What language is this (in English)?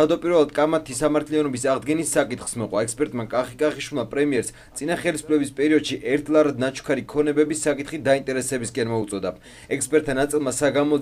Georgian